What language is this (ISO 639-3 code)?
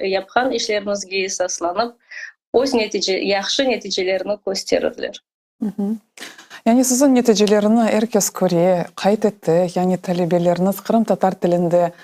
crh